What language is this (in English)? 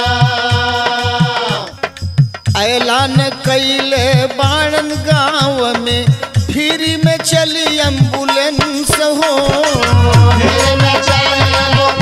Bhojpuri